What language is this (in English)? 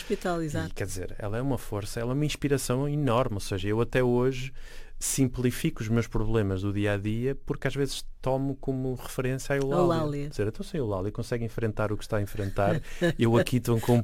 Portuguese